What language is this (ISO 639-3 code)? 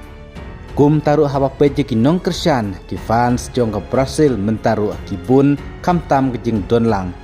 kha